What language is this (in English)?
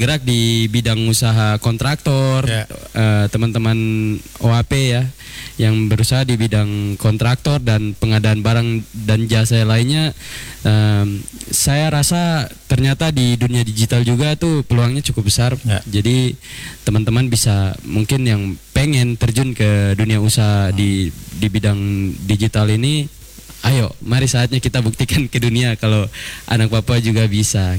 Indonesian